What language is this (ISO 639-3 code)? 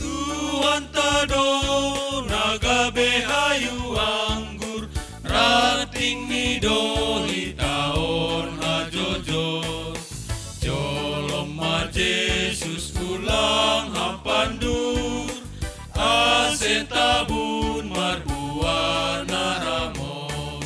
bts